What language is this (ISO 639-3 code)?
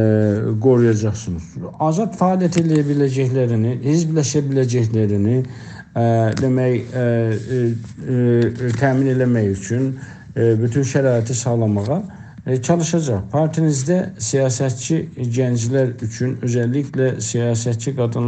azb